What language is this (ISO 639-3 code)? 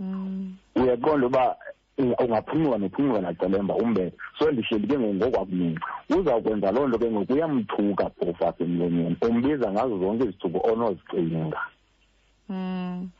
xho